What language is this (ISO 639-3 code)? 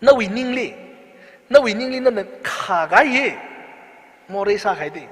nmf